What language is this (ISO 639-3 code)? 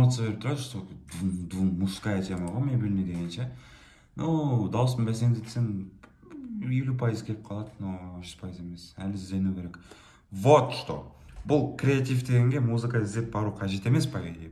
kaz